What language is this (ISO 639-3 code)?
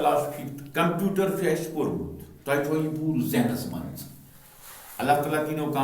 kas